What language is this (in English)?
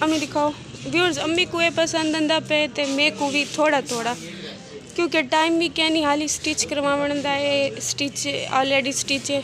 Saraiki